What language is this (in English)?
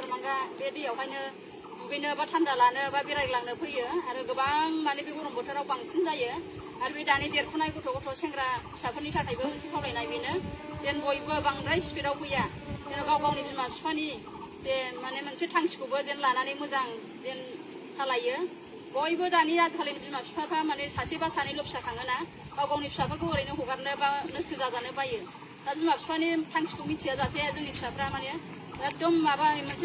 Bodo